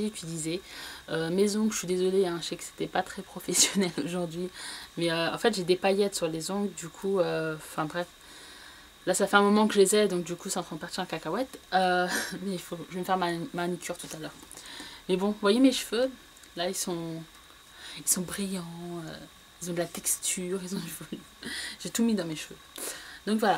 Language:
French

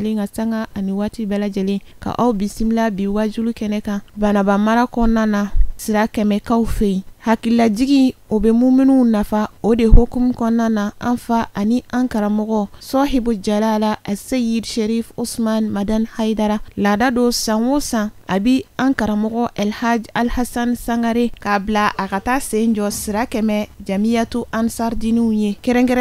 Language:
Bambara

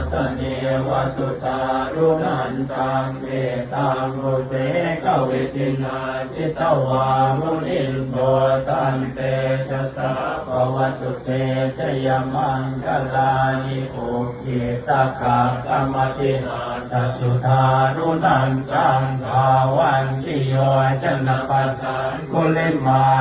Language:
Pali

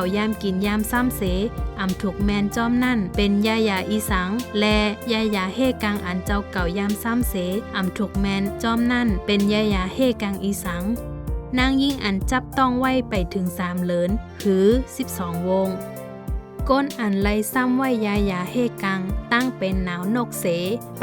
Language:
Shan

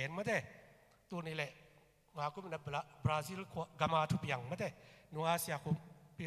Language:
Tedim Chin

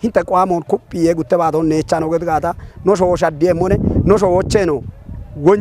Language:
Kafa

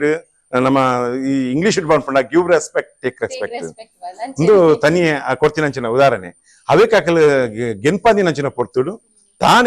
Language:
Tulu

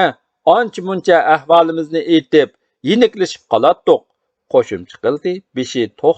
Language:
Uyghur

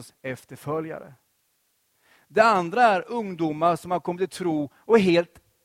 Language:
Swedish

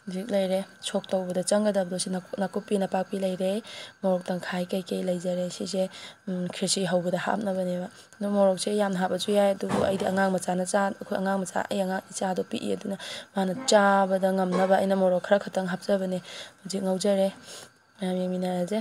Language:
Manipuri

